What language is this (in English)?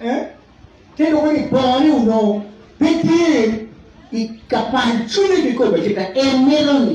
Acoli